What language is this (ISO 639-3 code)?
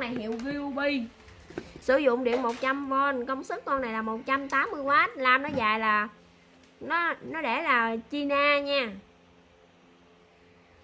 vie